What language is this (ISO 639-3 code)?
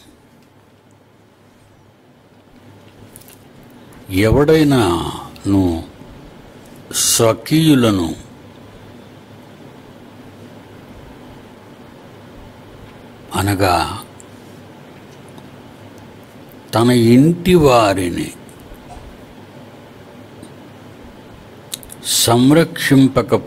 tel